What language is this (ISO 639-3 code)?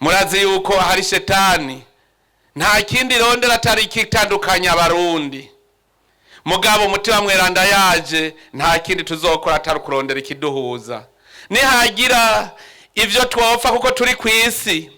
run